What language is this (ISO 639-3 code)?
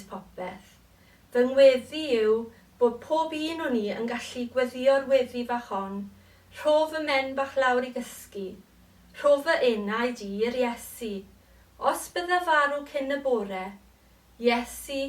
cym